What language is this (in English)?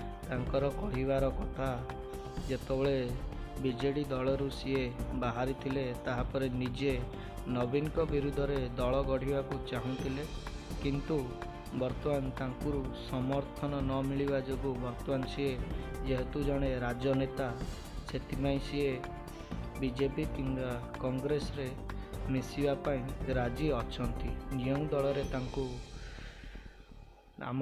Odia